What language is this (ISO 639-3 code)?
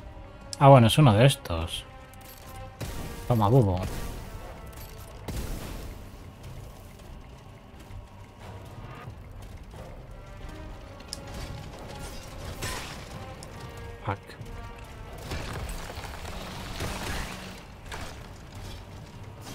spa